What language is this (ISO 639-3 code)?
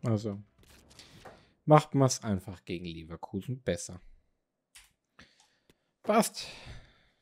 deu